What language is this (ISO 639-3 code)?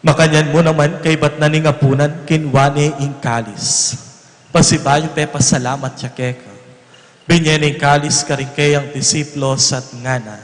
pam